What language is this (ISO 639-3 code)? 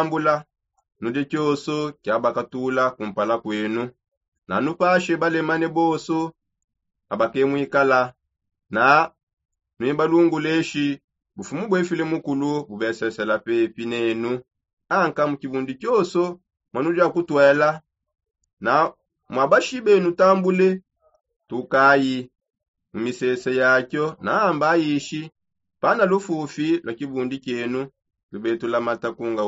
sop